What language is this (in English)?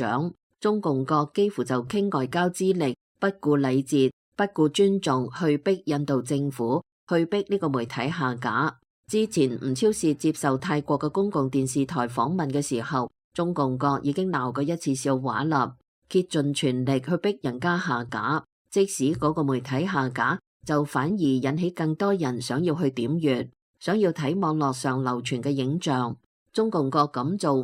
Cantonese